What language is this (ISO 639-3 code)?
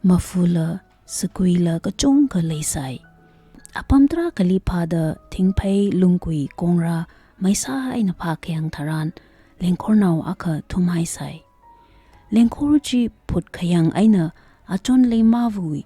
nmf